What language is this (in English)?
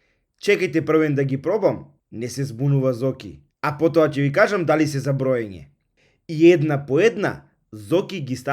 Macedonian